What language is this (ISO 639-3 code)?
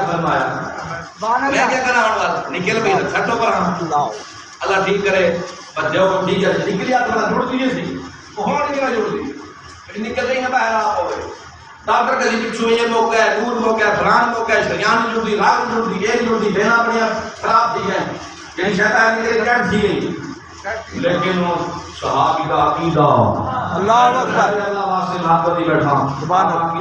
skr